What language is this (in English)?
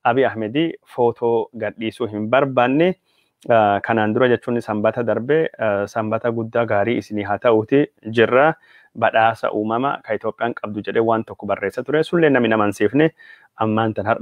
Oromo